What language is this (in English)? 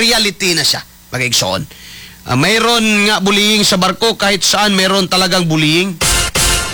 Cebuano